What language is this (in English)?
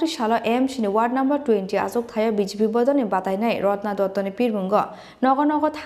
Kok Borok